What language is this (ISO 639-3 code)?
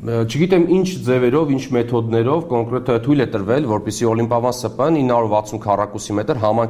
hye